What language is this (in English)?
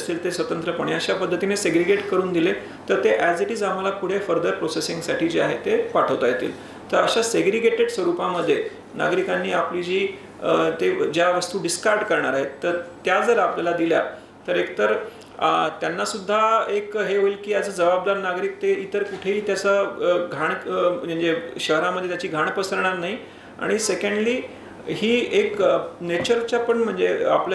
Marathi